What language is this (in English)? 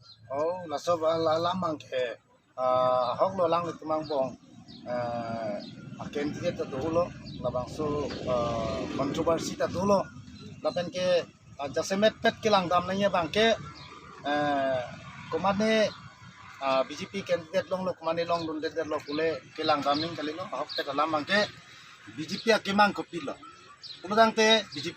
Karbi